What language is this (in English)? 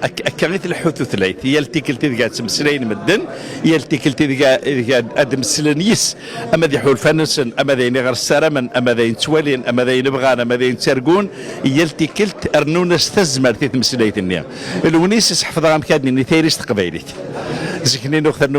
Kabyle